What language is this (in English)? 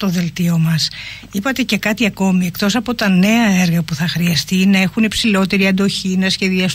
Greek